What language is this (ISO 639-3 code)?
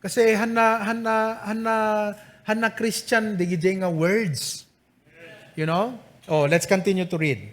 ilo